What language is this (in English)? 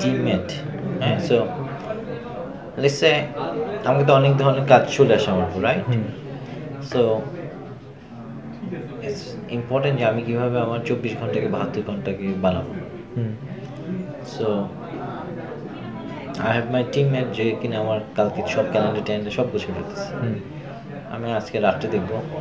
Bangla